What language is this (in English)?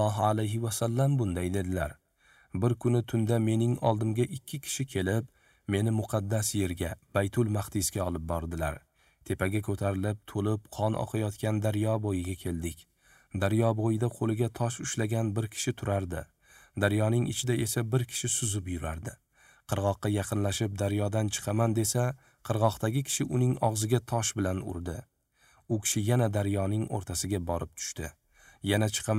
Uzbek